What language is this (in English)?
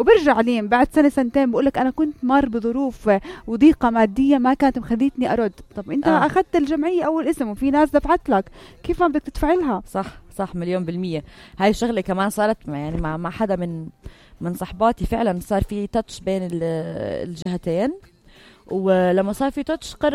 North Levantine Arabic